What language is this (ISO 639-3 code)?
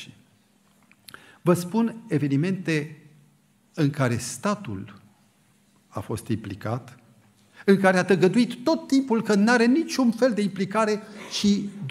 ron